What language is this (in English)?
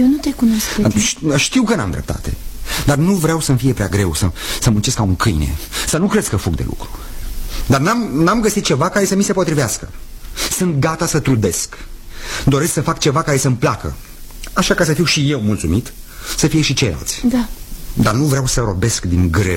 Romanian